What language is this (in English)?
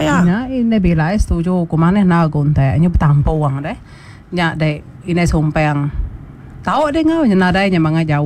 Iban